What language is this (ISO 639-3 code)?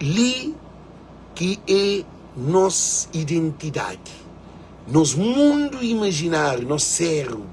kea